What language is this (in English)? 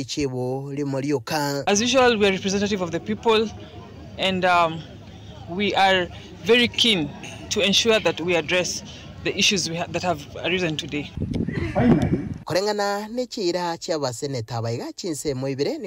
Gusii